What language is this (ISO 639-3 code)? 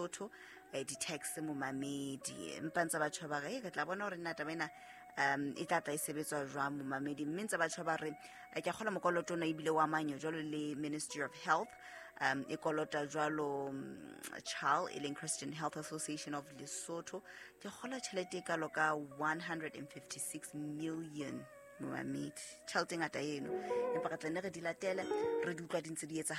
sot